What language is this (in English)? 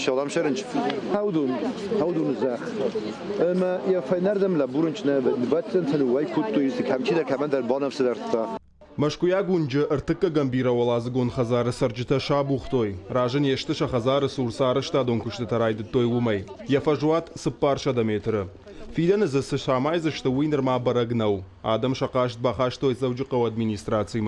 Ossetic